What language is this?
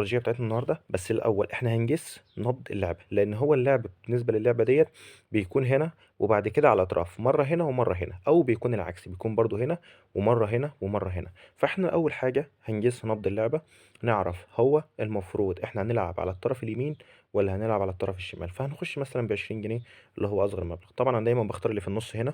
Egyptian Arabic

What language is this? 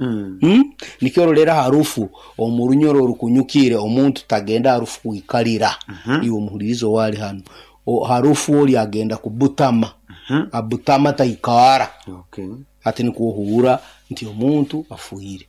Nyoro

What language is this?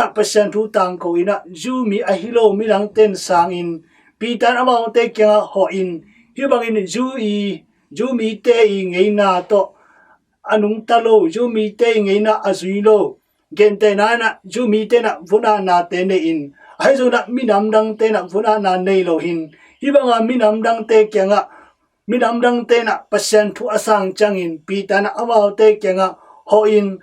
Tedim Chin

